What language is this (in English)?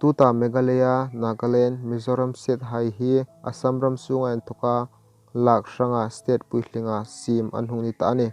Hmar